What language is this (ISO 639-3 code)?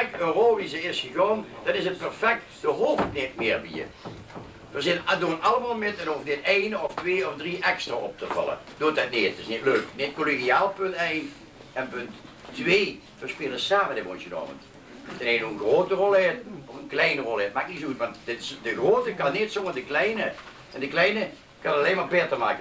lim